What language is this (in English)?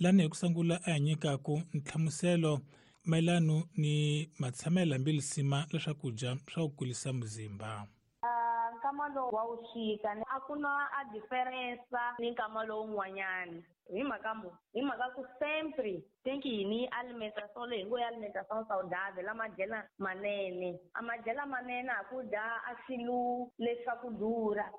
Tsonga